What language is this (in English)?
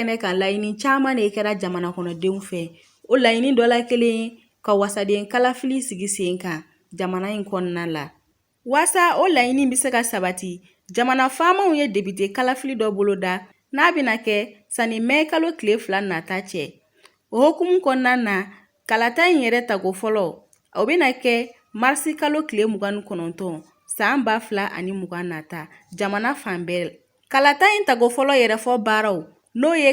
Bambara